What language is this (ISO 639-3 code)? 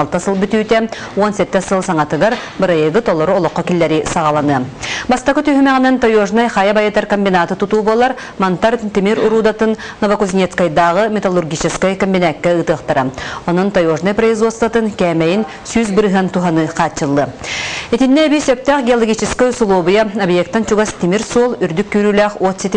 sah